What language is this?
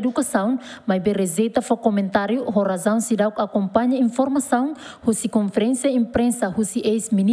Tetum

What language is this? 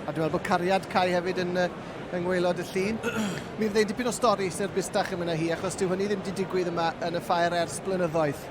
Welsh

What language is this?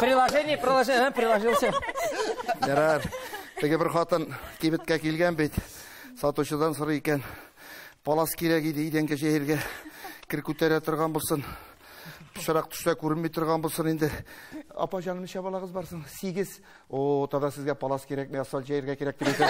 Tatar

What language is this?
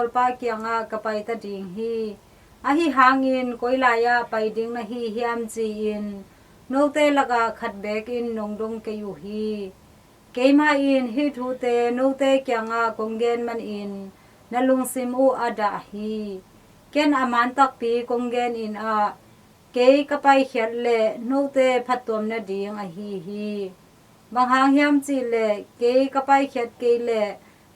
Tedim Chin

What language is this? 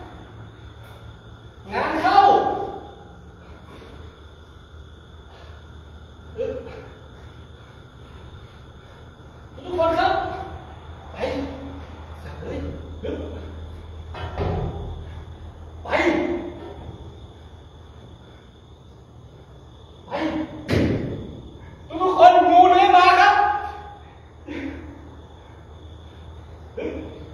Thai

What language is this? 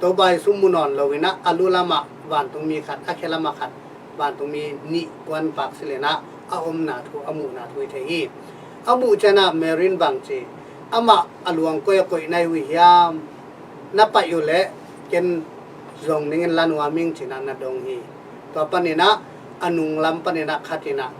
Tedim Chin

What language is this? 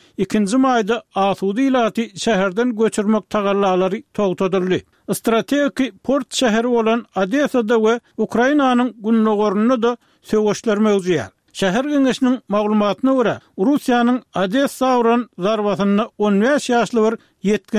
Turkmen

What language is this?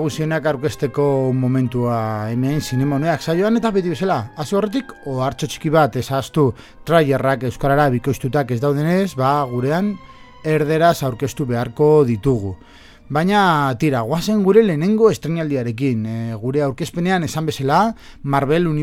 Basque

